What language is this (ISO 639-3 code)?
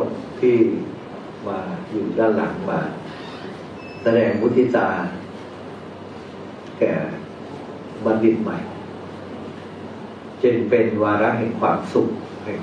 tha